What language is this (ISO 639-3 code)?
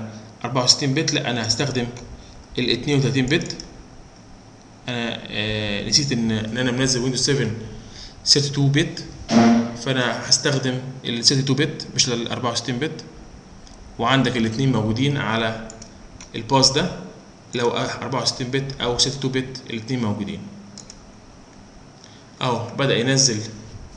arz